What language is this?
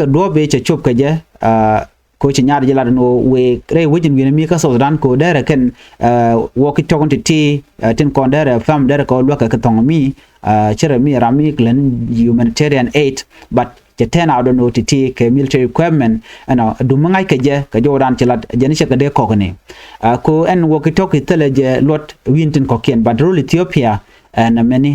Nuer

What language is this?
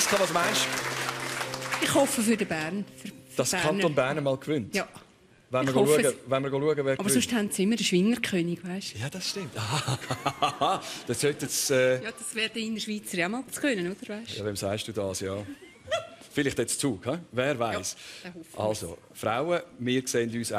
Swiss German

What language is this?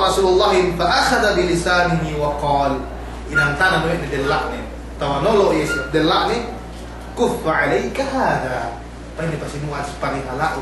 Yakan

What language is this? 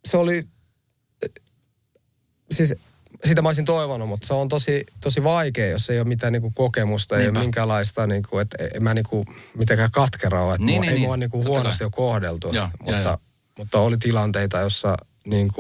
Finnish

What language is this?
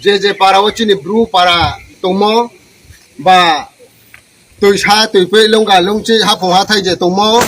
Riang (India)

